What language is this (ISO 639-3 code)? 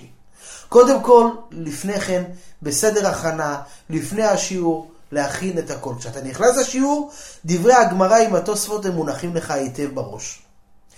heb